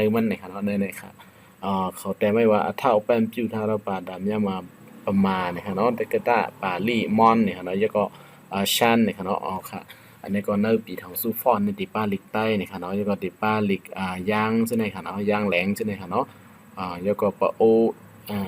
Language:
Shan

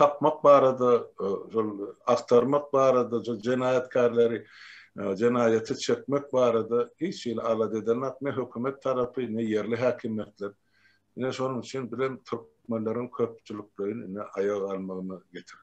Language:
Turkmen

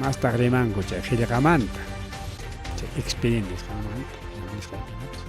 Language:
Ayacucho Quechua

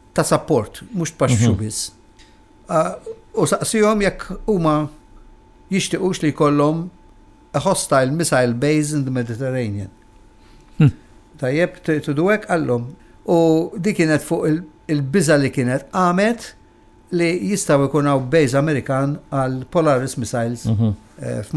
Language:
Maltese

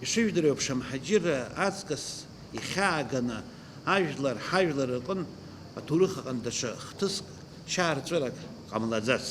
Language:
Abkhazian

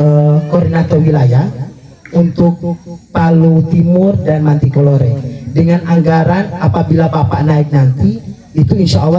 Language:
Indonesian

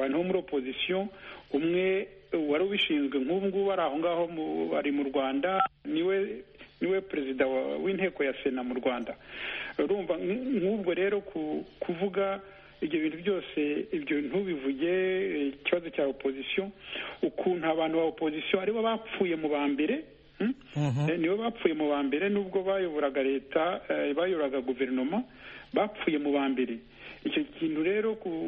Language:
Kinyarwanda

